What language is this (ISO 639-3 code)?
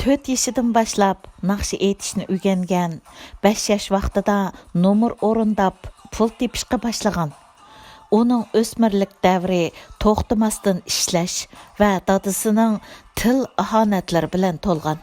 uig